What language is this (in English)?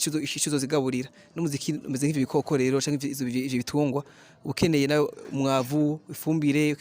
Rundi